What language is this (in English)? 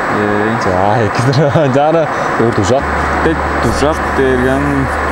Tuvinian